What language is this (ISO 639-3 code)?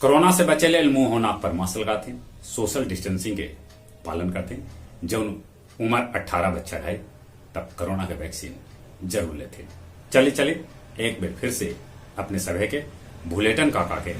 mag